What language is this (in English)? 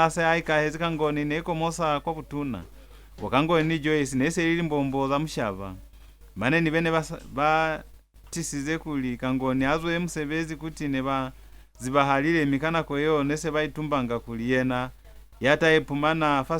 Lozi